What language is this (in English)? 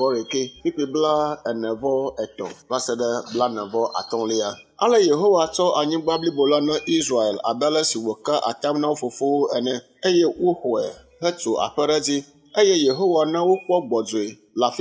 Ewe